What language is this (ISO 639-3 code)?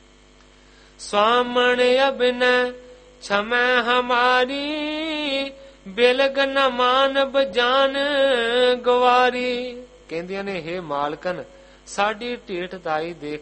pan